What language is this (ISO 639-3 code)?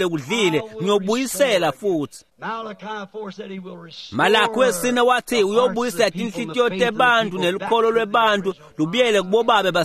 ssw